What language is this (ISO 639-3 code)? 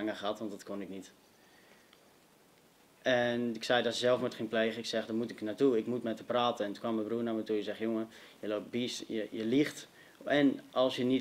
nld